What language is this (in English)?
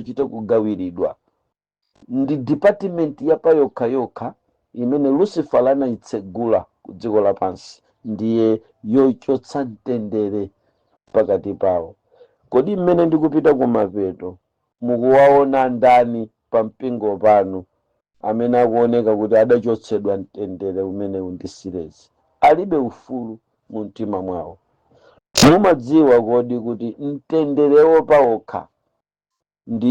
Nyanja